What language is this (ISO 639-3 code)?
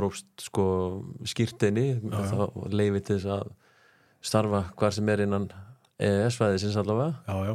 isl